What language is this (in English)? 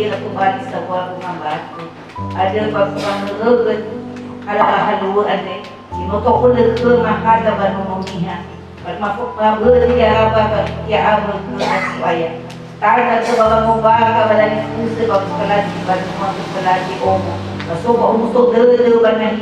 Nias